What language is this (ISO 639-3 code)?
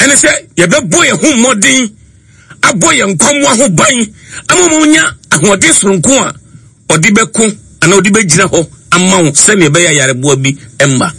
aka